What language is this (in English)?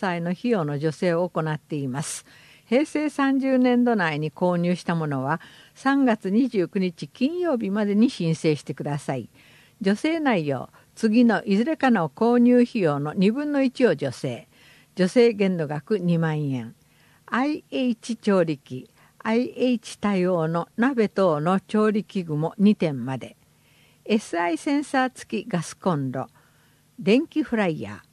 Japanese